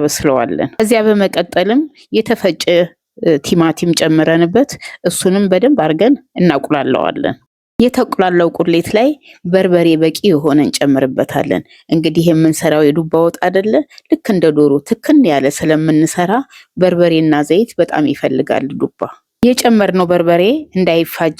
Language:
Amharic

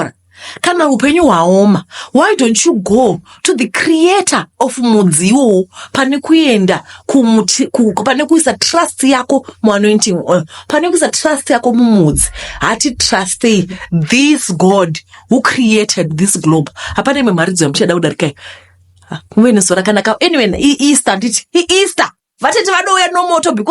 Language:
Shona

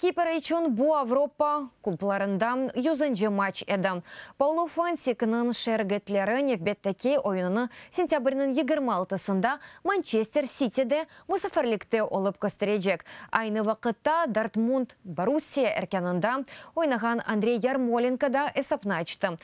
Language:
Crimean Tatar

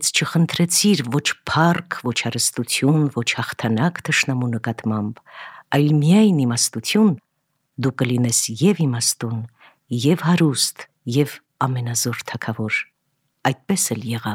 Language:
Armenian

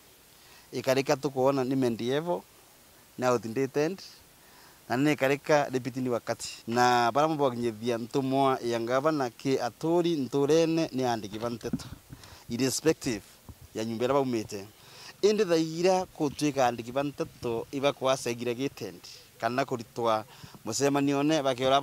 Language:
Meru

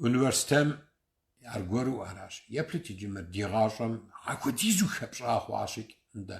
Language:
Kabardian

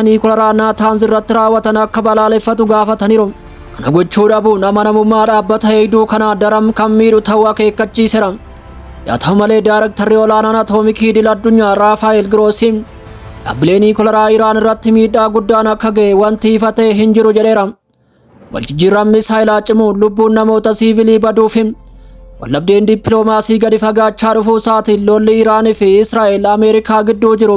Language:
Oromo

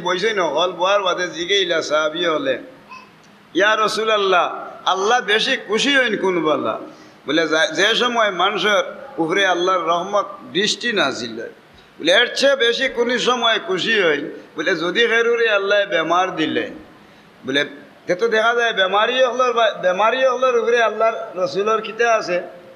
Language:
Sylheti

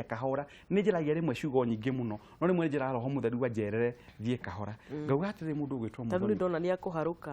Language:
Kikuyu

